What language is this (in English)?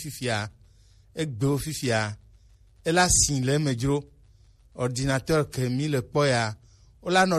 Gen